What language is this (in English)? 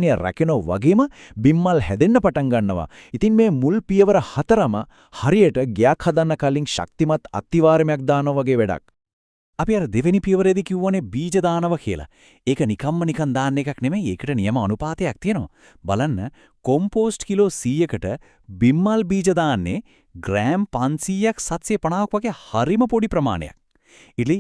Sinhala